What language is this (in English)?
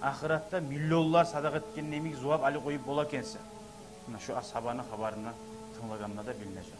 Kumyk